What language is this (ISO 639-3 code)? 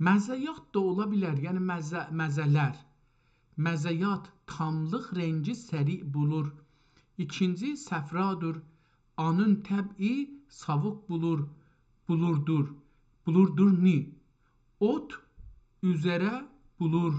azb